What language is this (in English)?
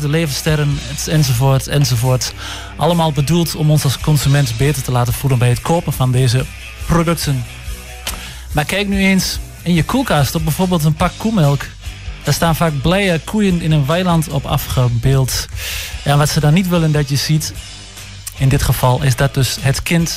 Dutch